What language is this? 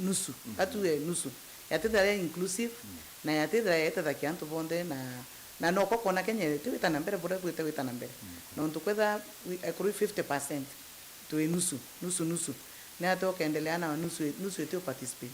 Meru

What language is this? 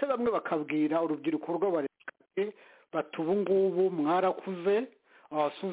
Kinyarwanda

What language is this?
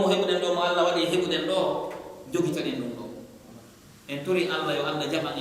Pular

